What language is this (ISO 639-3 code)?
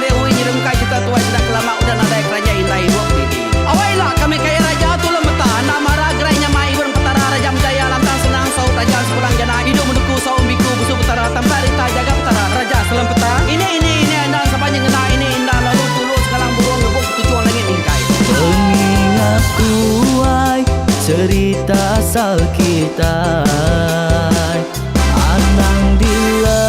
iba